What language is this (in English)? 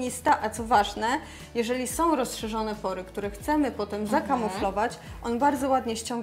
Polish